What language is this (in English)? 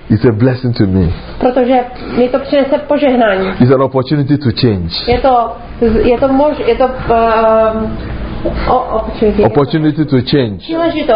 Czech